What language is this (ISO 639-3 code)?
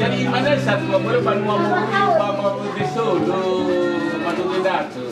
nia